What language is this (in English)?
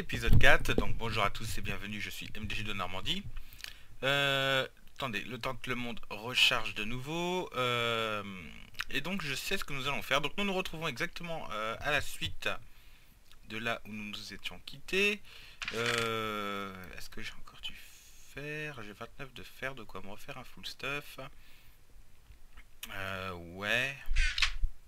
French